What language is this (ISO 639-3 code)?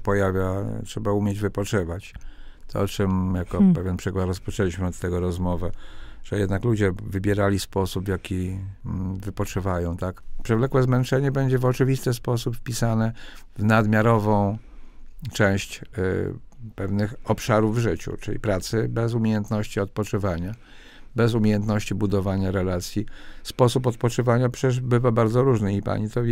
pol